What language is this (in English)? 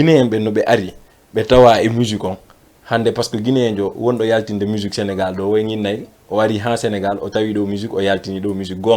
Fula